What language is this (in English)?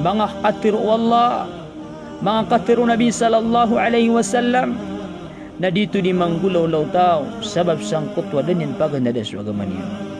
Maranao